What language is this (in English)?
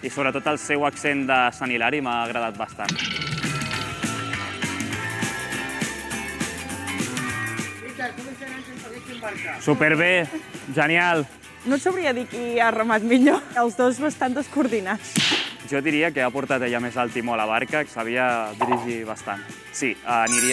Catalan